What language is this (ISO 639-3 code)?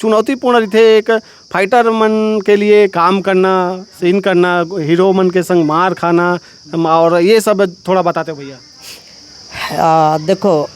hne